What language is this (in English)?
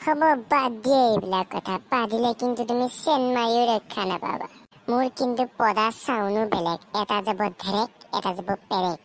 Assamese